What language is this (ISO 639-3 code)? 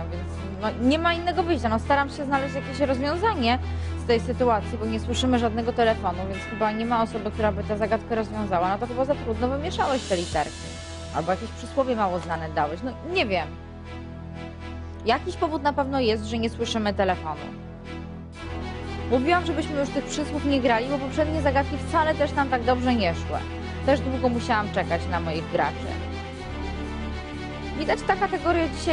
pol